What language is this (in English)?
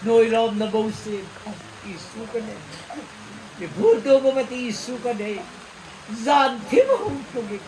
Hmar